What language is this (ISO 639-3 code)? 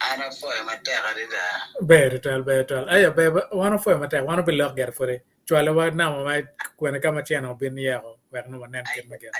ach